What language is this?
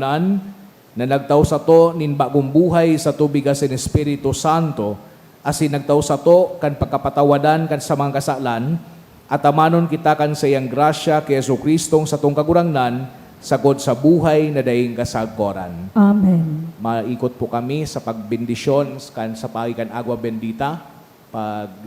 Bikol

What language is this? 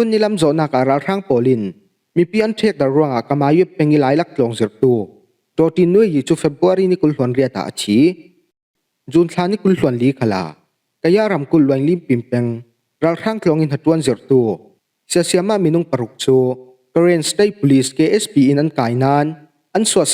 Falam Chin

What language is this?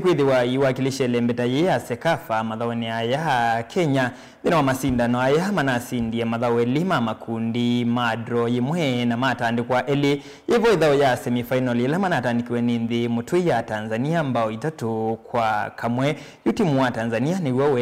Kamba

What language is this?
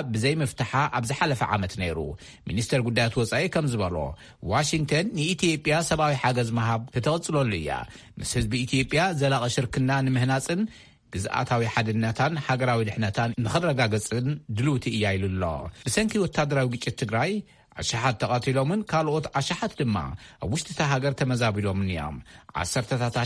Tigrinya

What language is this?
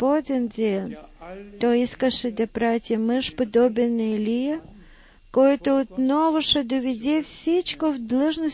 Bulgarian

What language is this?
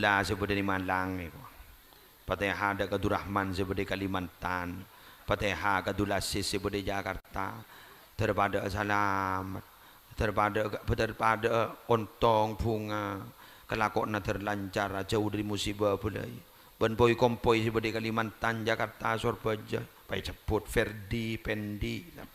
Madurese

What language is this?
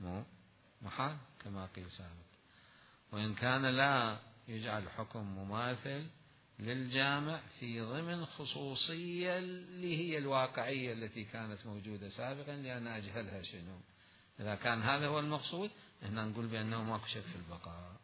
Mesopotamian Arabic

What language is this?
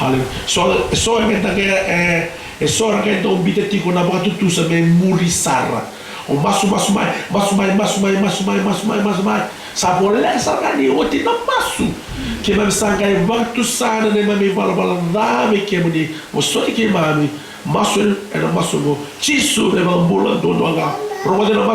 Fijian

